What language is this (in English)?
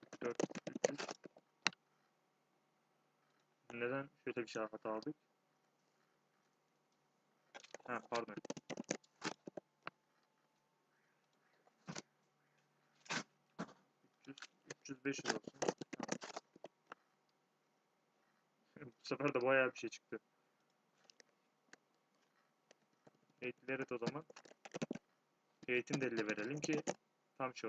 Turkish